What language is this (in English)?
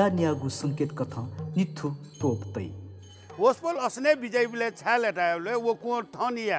Newari